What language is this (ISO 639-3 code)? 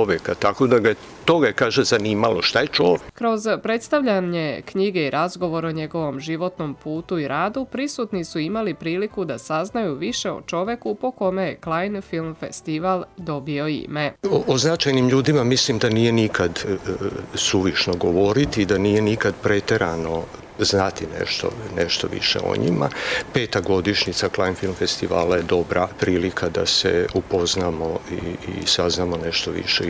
srp